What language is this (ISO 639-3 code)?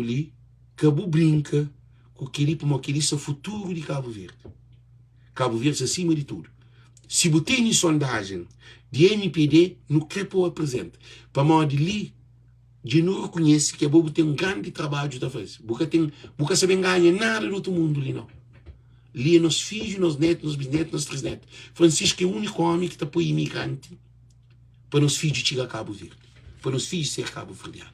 kea